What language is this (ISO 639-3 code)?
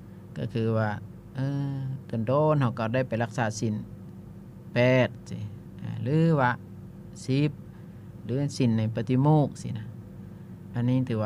lao